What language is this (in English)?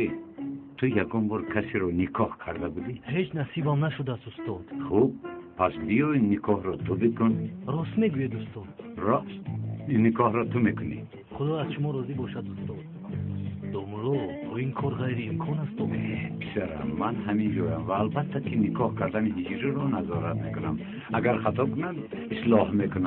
Tajik